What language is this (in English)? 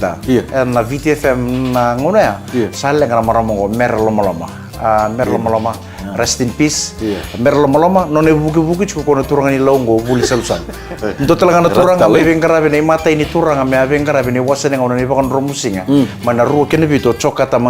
Fijian